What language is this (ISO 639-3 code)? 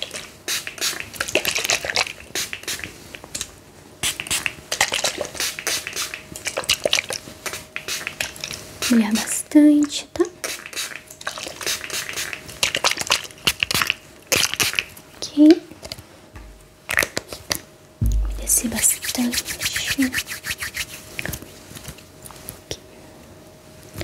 por